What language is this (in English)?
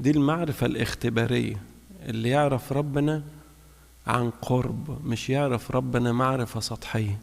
Egyptian Arabic